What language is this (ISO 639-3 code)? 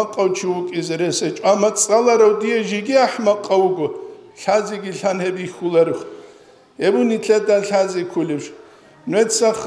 ava